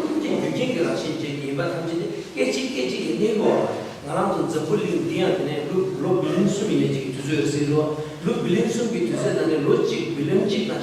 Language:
Tibetan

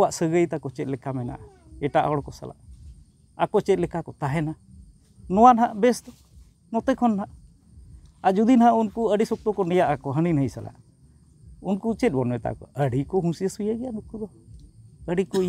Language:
Santali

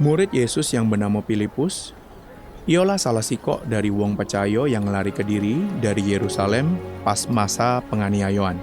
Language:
Musi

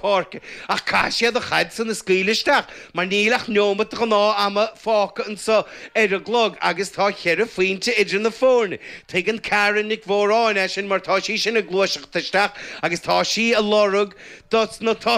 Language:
Irish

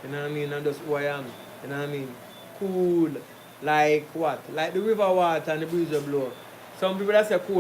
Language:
Jamaican Creole English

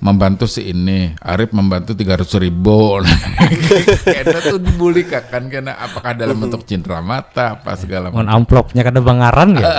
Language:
Banjar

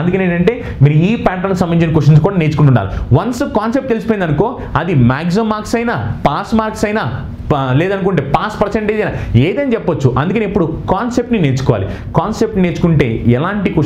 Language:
Telugu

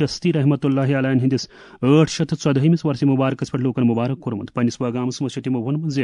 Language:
Kashmiri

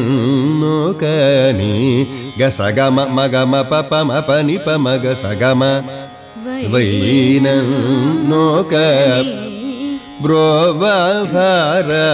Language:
Telugu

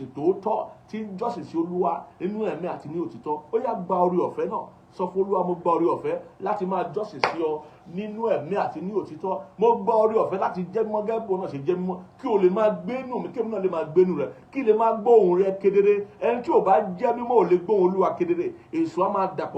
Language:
Yoruba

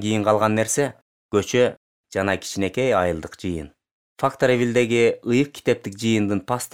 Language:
Kyrgyz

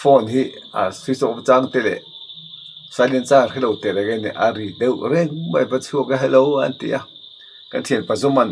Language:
Mizo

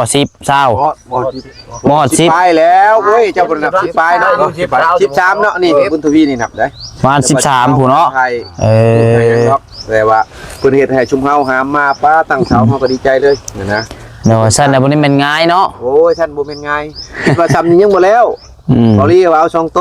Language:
Northeastern Thai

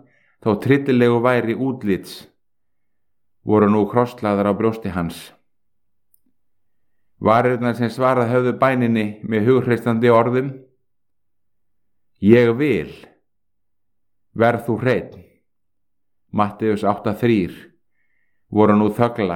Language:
Icelandic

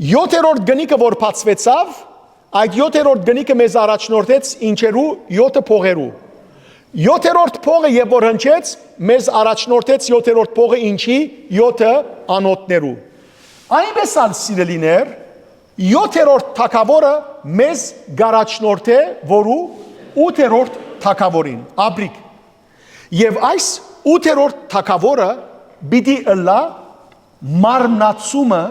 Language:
Western Armenian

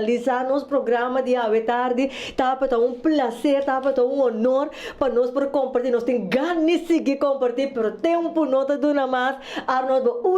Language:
Papiamento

